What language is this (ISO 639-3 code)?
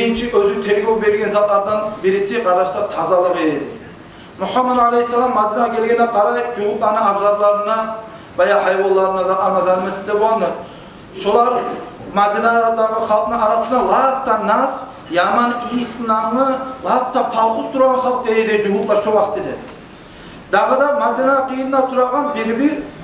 kum